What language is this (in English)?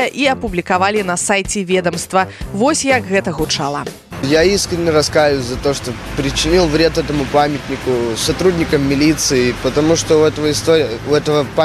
Belarusian